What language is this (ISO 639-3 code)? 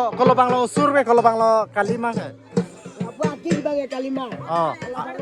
mjw